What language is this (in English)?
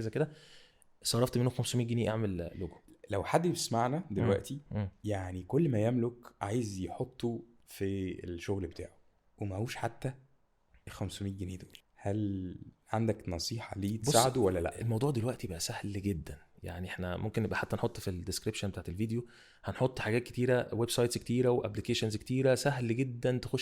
Egyptian Arabic